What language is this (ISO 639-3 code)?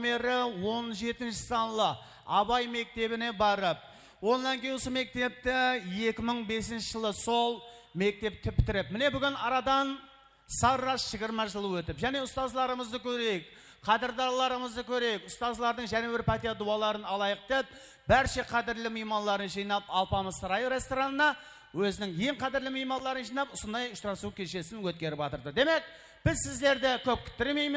kaa